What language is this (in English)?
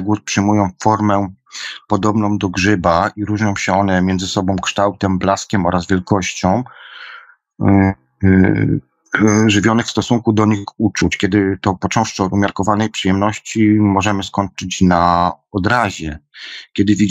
Polish